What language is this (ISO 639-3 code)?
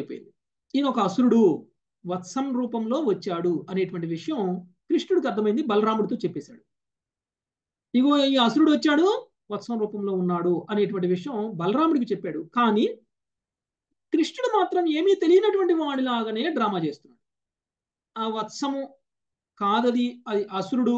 tel